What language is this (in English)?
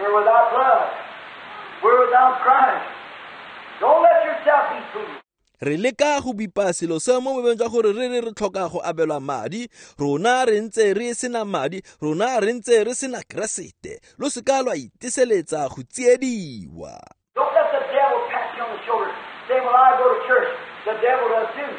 Tswana